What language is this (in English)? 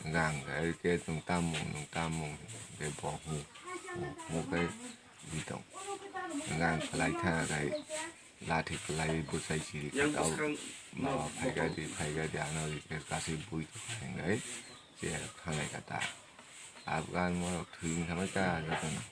Kok Borok